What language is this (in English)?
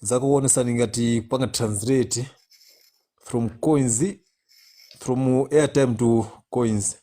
Nyanja